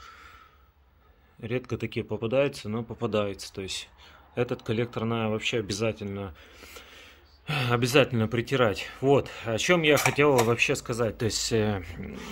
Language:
Russian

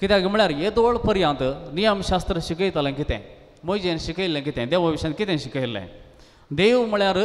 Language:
Konkani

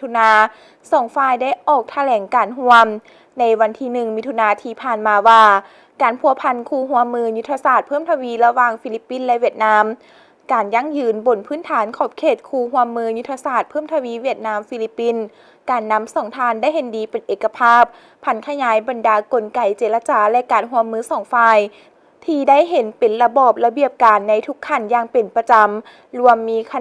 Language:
Lao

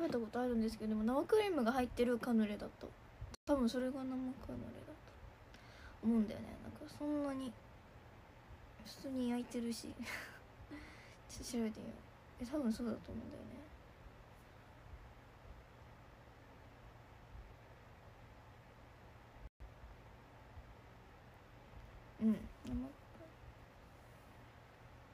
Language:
Japanese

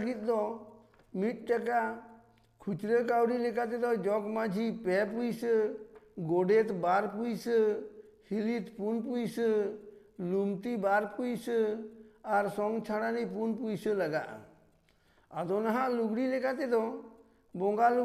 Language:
Santali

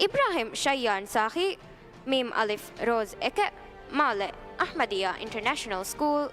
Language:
Divehi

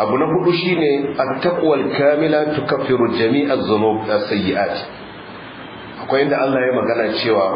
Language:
Hausa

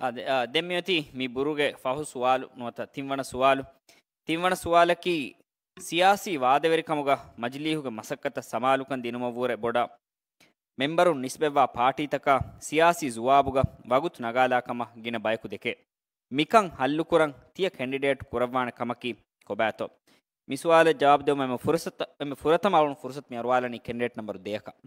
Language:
Divehi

